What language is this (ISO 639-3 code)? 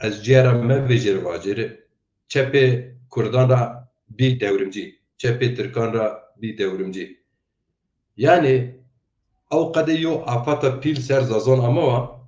zza